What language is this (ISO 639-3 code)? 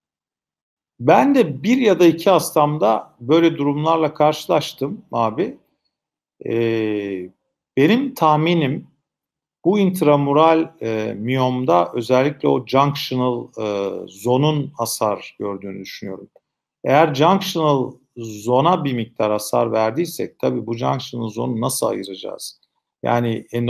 tur